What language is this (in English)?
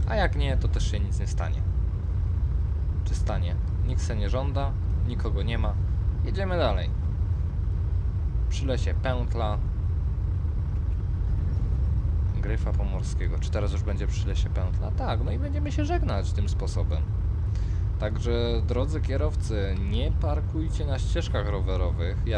Polish